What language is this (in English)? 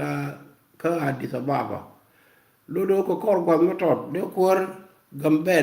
Nuer